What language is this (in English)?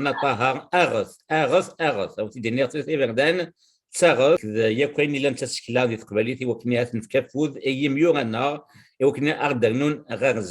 Kabyle